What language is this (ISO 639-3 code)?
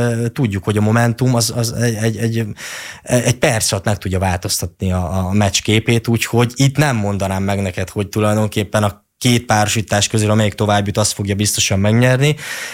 hun